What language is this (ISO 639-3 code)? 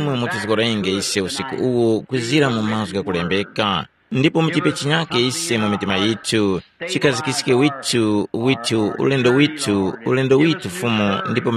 tum